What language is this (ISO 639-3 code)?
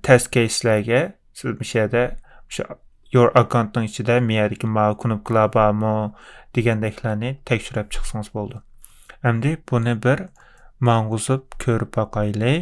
uig